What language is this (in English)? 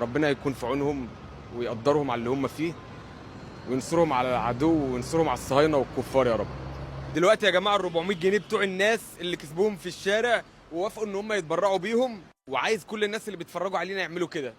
Egyptian Arabic